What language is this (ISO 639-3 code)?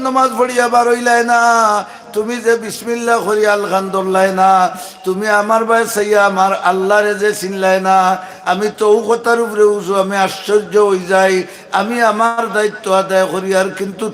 syl